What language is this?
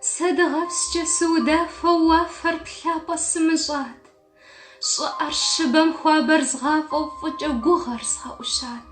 Kabardian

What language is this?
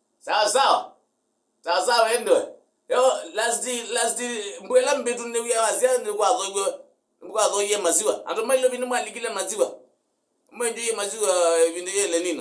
Kamba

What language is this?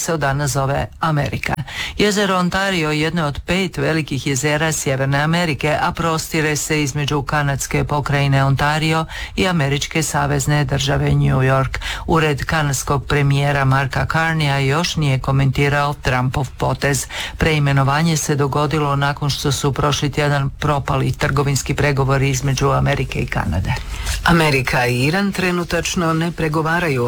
Croatian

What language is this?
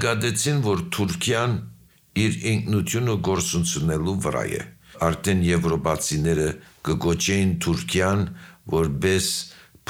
Armenian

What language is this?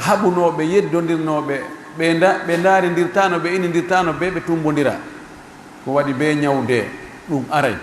Pular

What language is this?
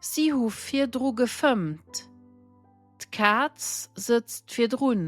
Luxembourgish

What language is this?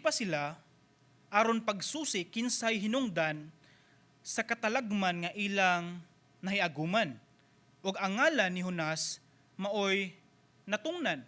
Cebuano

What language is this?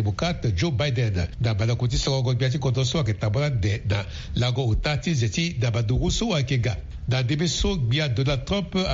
Sango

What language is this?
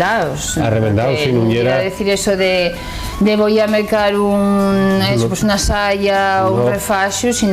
Asturian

